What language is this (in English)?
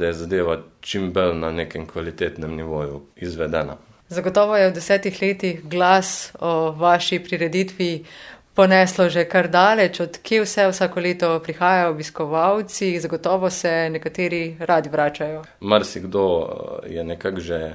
Slovenian